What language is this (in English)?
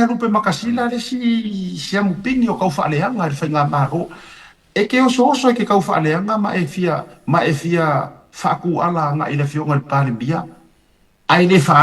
Samoan